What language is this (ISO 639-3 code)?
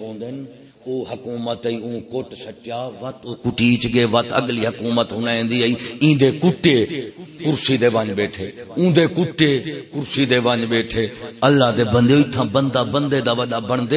skr